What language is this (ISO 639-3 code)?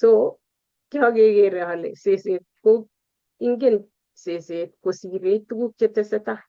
kln